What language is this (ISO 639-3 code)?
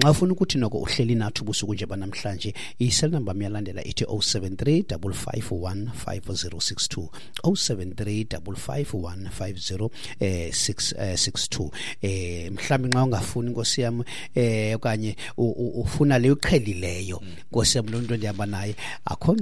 xho